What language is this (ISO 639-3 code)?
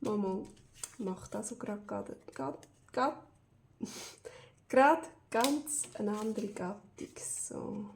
gsw